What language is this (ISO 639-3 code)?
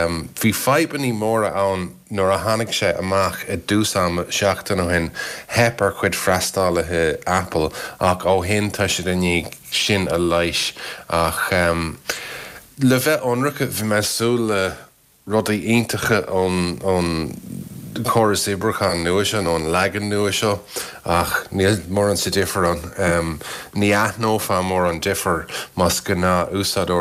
gle